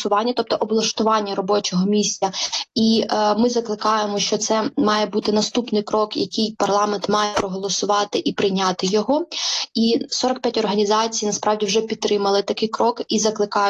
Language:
Ukrainian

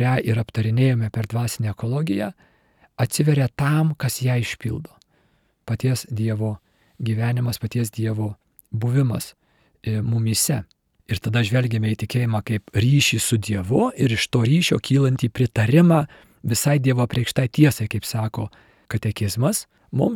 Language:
Lithuanian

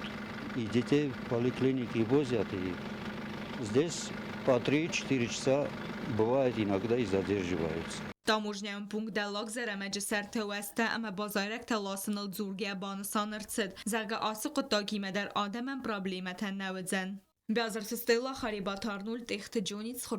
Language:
Ossetic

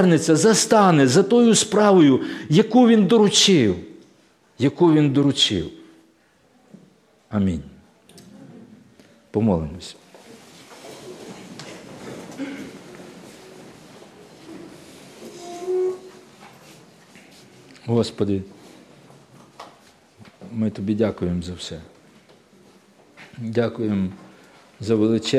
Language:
Ukrainian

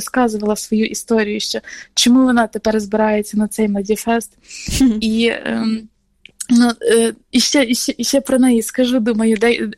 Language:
Ukrainian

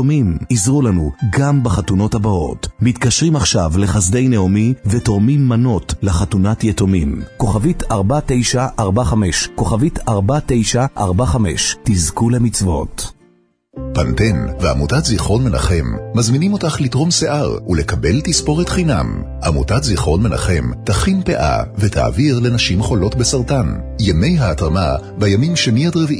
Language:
Hebrew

